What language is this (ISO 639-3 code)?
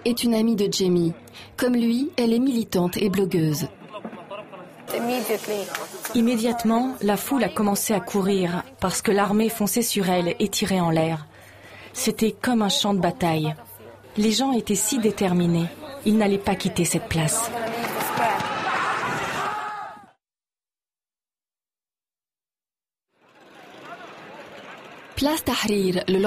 fra